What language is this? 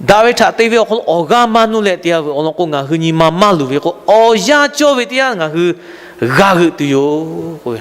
Lahu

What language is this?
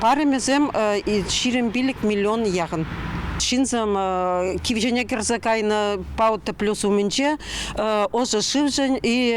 Chuvash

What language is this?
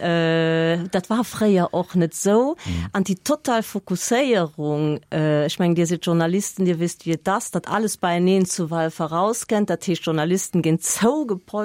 Luxembourgish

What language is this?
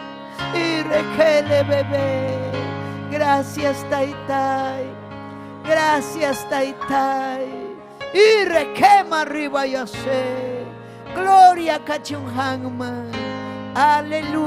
Ayacucho Quechua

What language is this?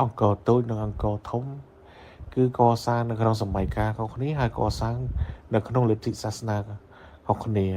Khmer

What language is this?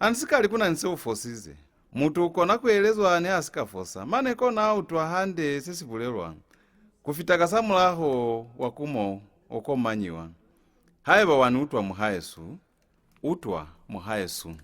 Lozi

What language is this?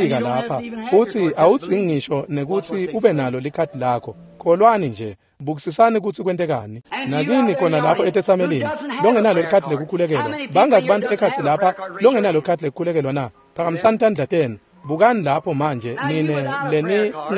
Swati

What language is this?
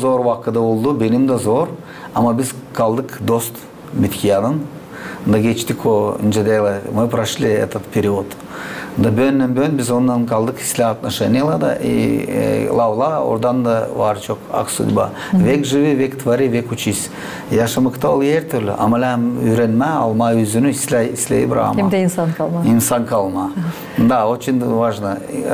Gagauz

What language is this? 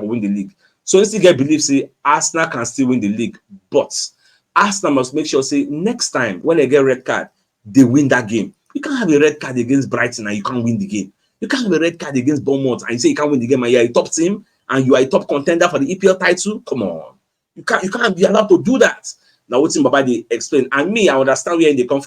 Nigerian Pidgin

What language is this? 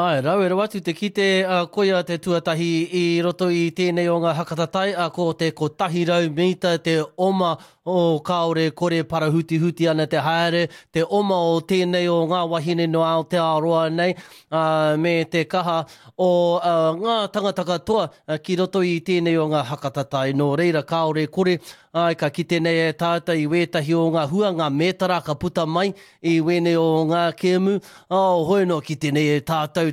Māori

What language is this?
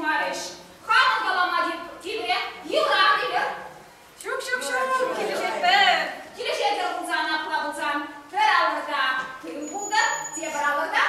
Chuvash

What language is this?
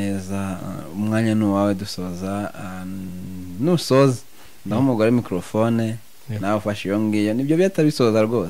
Kinyarwanda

